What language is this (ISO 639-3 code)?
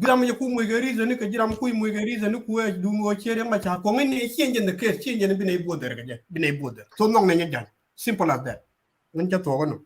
nus